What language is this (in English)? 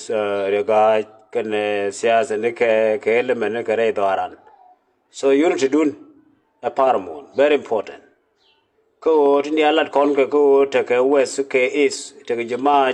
Nuer